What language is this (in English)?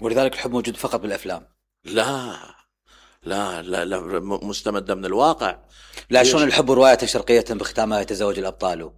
Mesopotamian Arabic